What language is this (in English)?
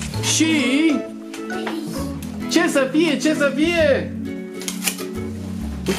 Romanian